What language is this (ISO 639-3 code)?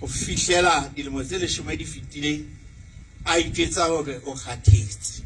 sot